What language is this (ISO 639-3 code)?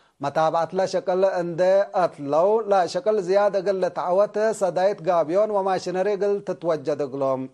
tig